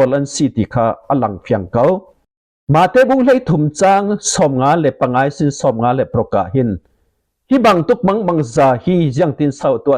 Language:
Falam Chin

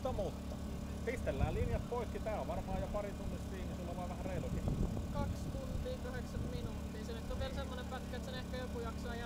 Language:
Finnish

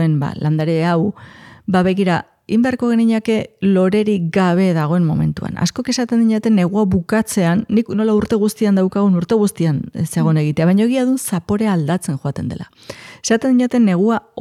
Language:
Basque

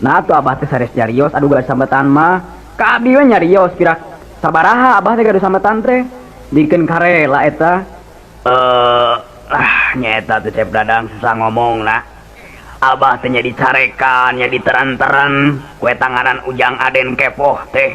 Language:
Sundanese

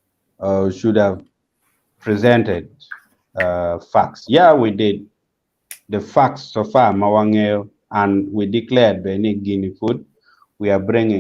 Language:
Acoli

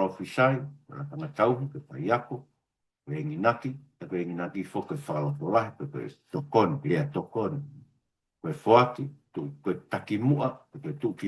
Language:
Tongan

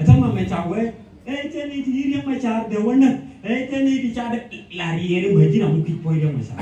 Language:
Nuer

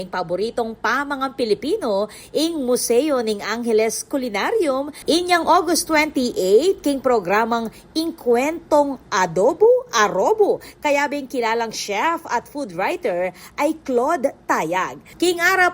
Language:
Pampanga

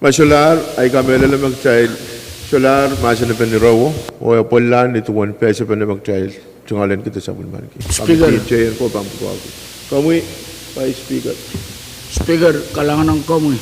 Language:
Pohnpeian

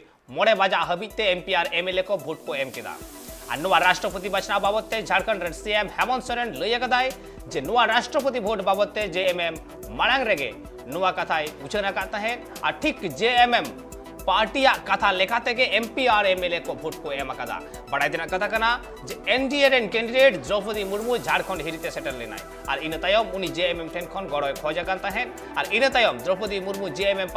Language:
Santali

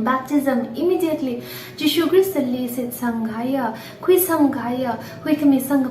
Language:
Tangkhul Naga (India)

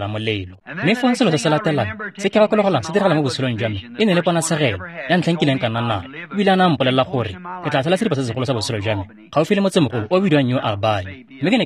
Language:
Tswana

